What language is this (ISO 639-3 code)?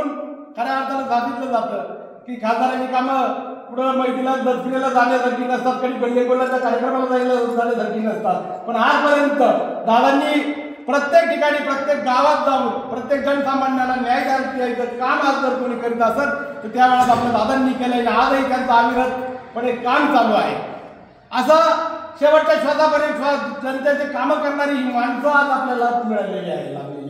mar